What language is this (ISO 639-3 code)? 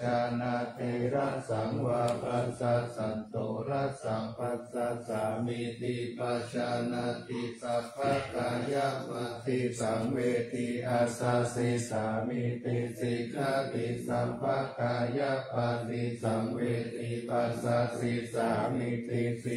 pli